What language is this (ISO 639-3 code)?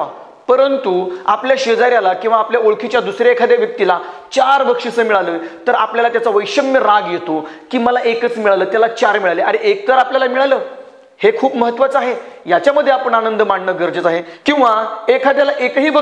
mar